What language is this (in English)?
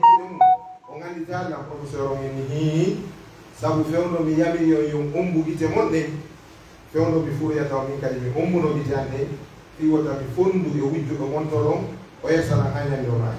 Pular